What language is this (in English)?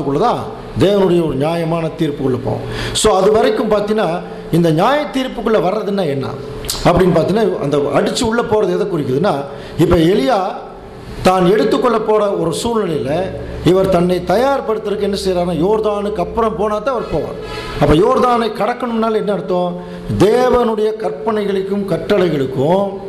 Tamil